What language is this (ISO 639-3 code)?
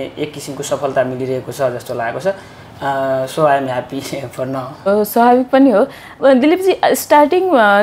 nep